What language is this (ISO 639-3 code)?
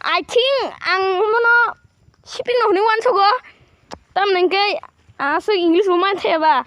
trp